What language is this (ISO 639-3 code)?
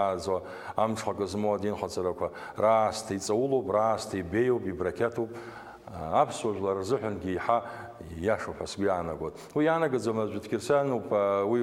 abk